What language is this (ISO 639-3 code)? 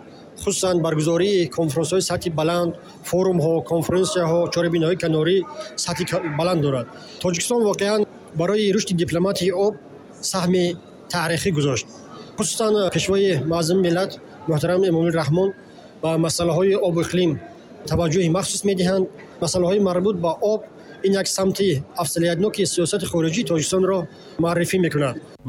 tgk